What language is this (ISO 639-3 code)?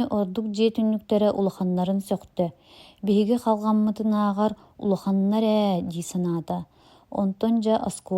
sah